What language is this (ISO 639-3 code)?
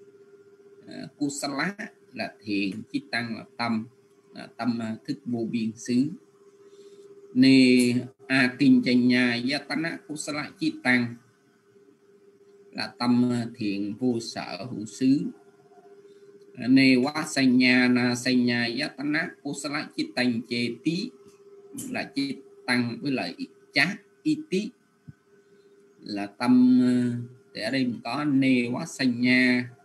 vie